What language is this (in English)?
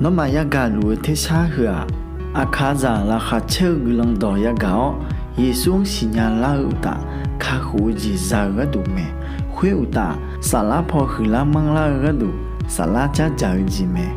Akha